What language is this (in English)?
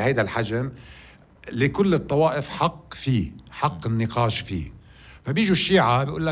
North Levantine Arabic